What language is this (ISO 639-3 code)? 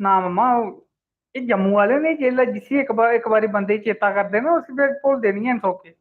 doi